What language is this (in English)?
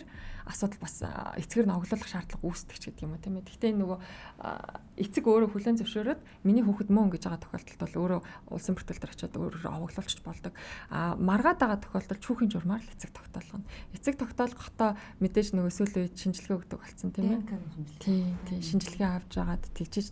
Mongolian